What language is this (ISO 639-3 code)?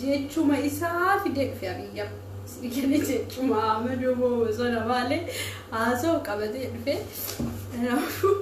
orm